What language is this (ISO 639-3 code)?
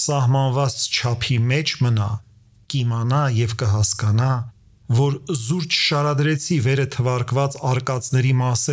hye